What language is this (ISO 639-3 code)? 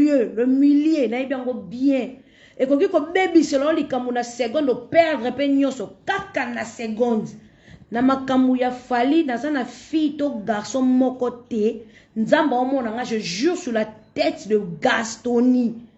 lin